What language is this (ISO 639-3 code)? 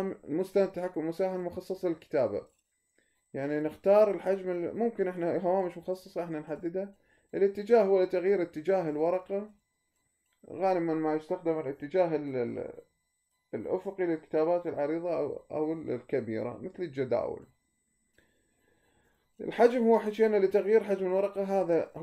acm